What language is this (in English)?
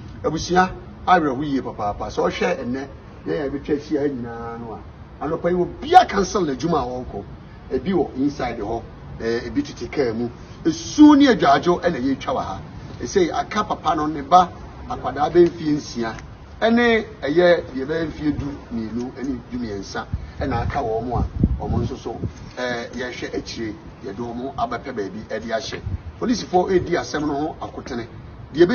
Akan